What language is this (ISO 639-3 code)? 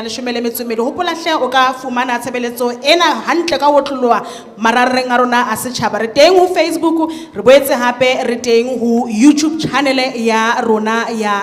sot